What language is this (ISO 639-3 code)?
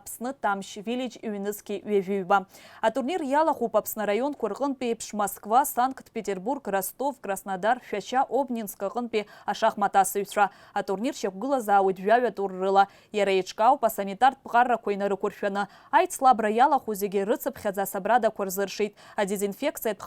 abk